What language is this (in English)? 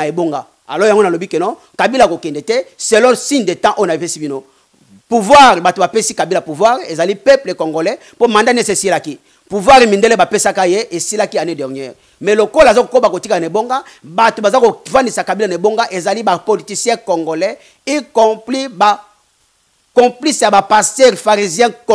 Lingala